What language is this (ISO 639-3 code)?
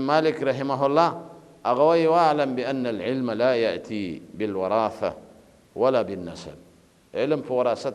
pus